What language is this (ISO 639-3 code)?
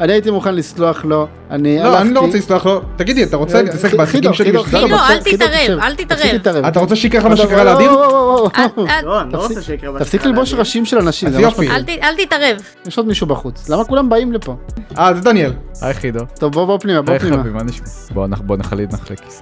heb